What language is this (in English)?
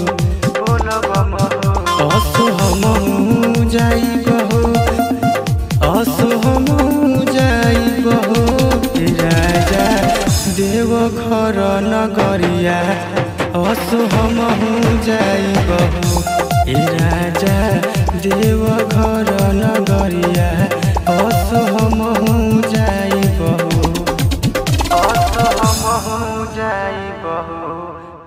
Bhojpuri